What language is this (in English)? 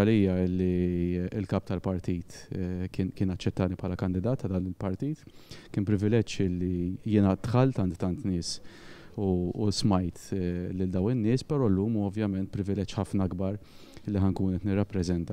Maltese